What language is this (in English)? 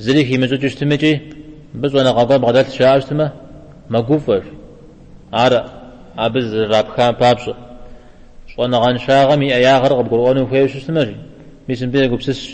Kabardian